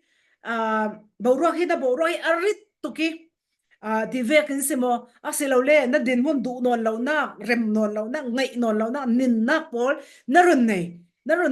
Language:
Falam Chin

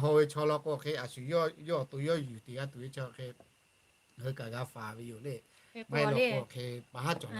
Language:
Lahu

